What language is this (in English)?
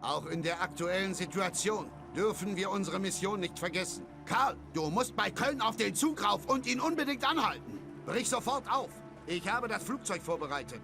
Bavarian